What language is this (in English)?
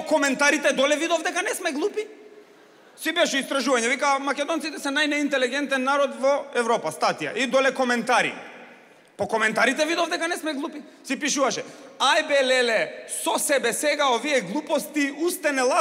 Macedonian